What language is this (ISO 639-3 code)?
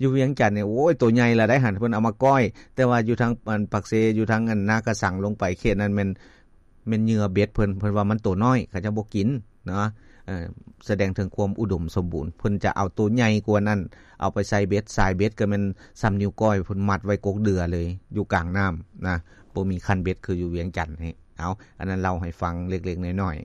lao